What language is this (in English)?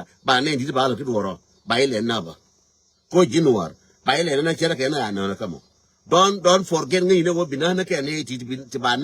Nuer